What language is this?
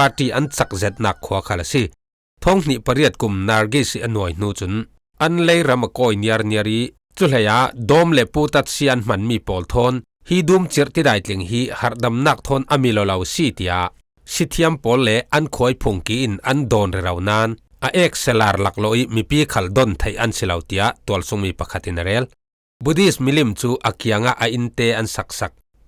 Falam Chin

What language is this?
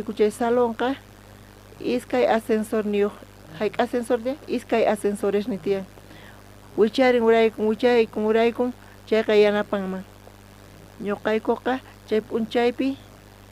South Bolivian Quechua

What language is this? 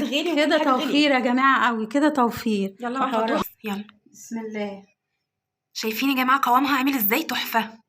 Egyptian Arabic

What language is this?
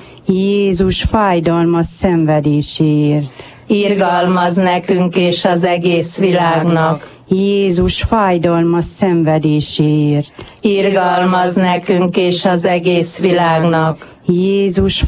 Hungarian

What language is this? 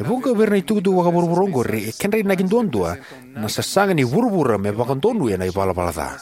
Fijian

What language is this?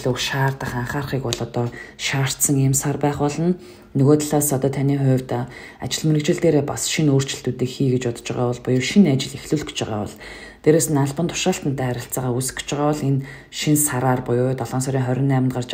Mongolian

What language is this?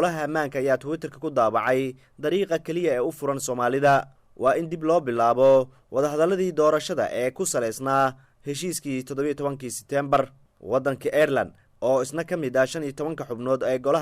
Somali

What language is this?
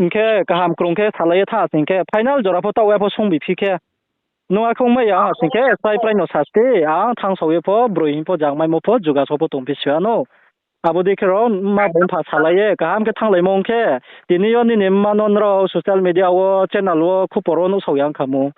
Riang (India)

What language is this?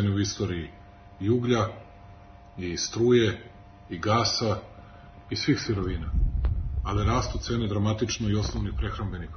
Serbian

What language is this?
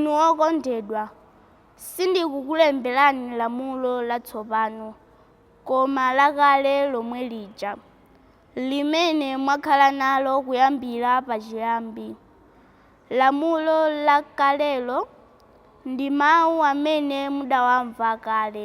Nyanja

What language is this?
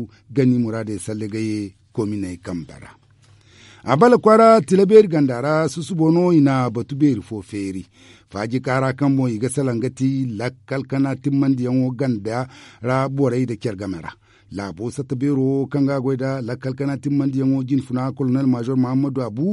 Zarma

